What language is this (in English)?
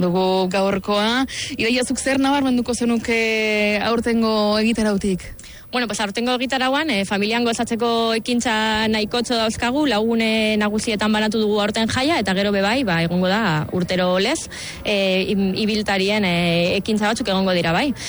Basque